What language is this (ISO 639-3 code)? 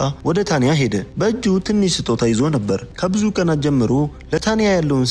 amh